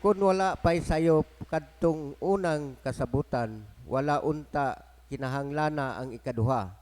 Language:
Cebuano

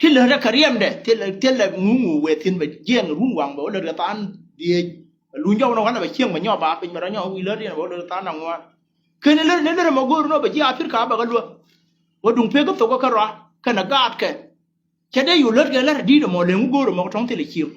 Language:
Nuer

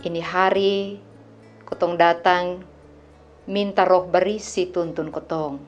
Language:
Kupang Malay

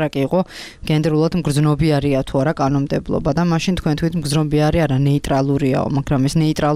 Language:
Georgian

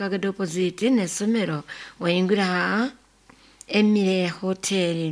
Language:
Nyoro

